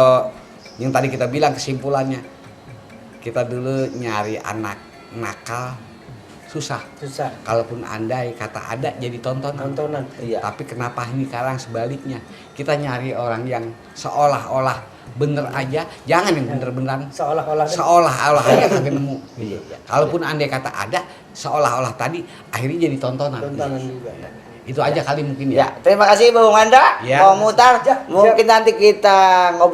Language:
Betawi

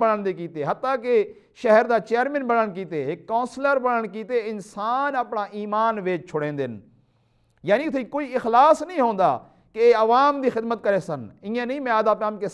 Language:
Saraiki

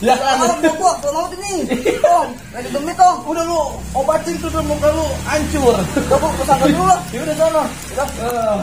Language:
Betawi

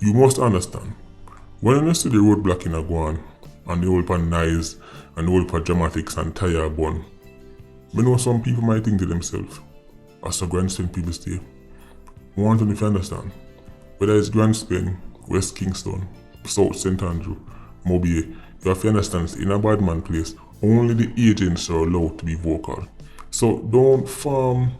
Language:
Jamaican Creole English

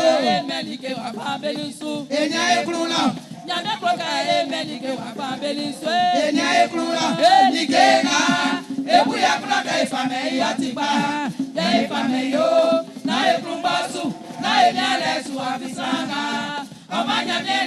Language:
Baoulé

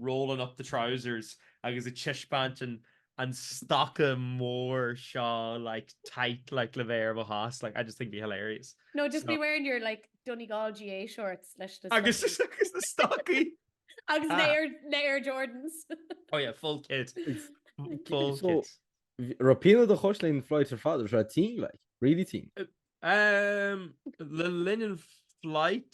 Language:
Irish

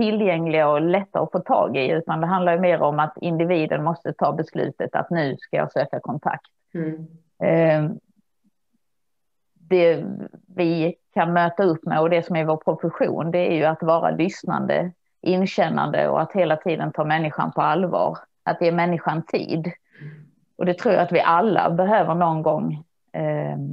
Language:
Swedish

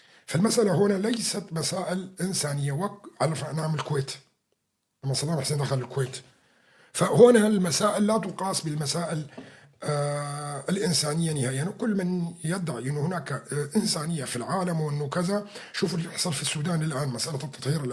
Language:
North Levantine Arabic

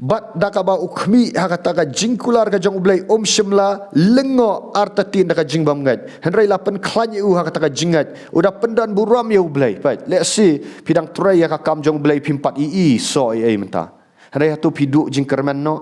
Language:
Khasi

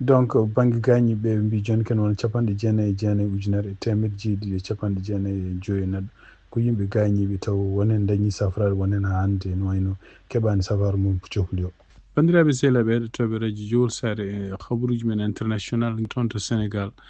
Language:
Fula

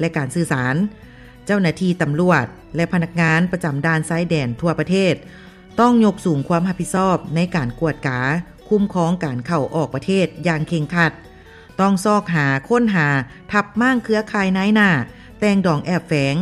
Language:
Lao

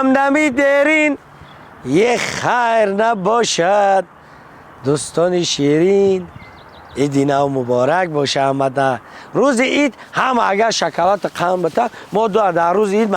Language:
Tajik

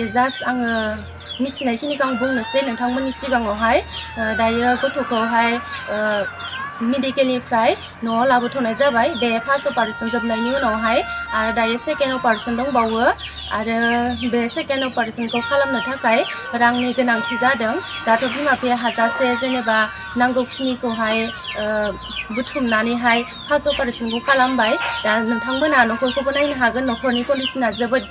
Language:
Bodo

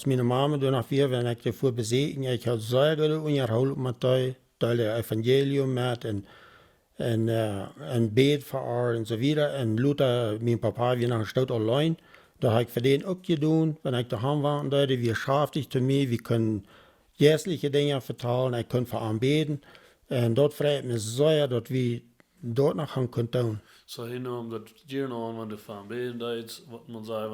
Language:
Plautdietsch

